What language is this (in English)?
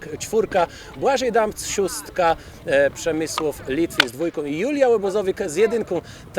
Kashubian